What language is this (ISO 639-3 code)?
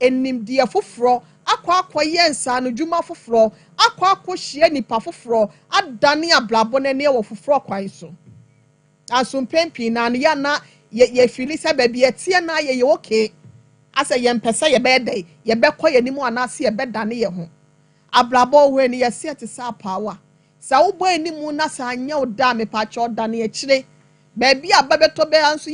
aka